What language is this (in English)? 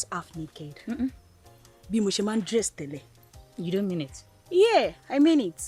Yoruba